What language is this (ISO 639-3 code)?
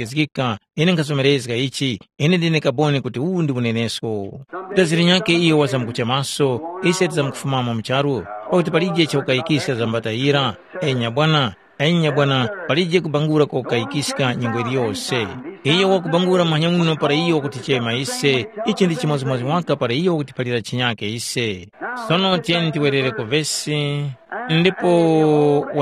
tum